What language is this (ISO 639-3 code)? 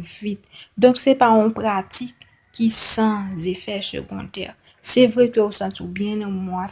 hat